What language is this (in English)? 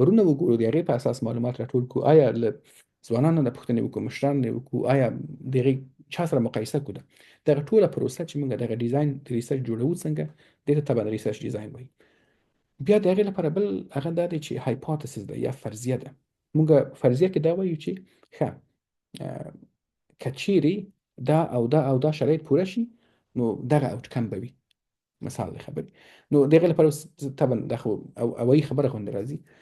Pashto